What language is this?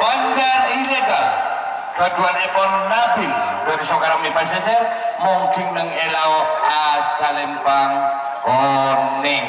Madurese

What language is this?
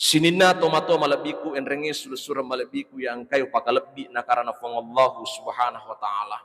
Buginese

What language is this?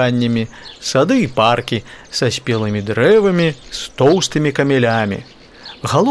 Belarusian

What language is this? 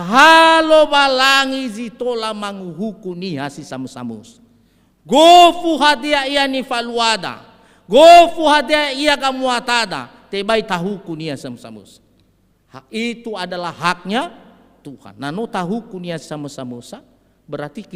Nias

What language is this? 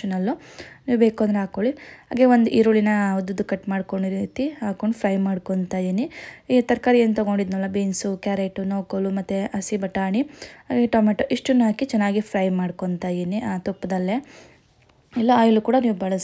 Kannada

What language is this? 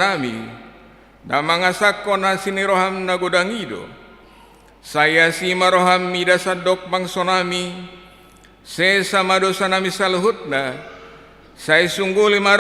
Batak Toba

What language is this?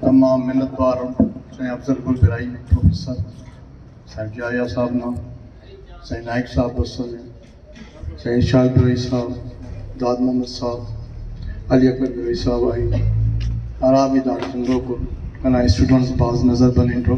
Brahui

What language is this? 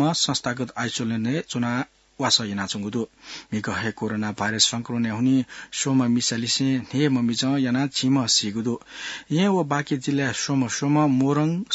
Newari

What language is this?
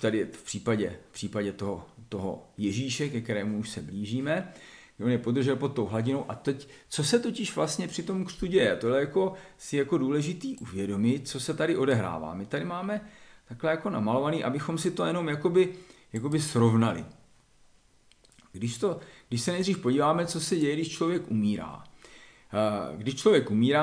Czech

